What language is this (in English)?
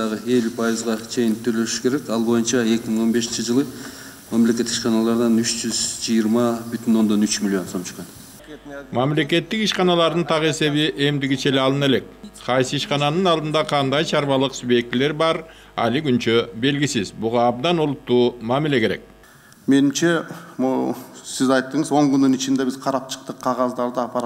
Kyrgyz